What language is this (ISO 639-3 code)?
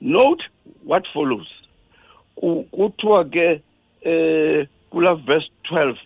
xho